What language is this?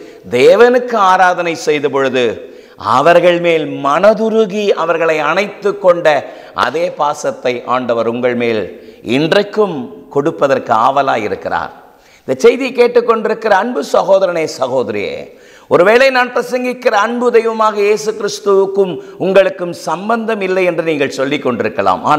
Tamil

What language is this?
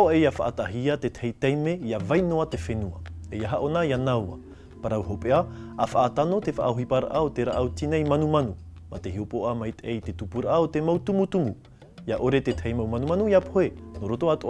Tahitian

